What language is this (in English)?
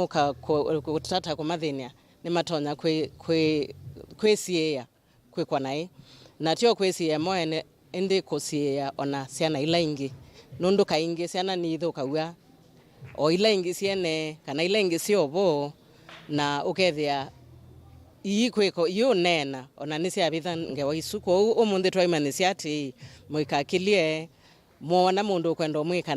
Kamba